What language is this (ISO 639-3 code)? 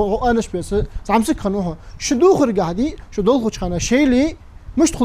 inh